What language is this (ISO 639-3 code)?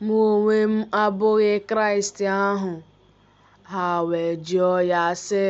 ibo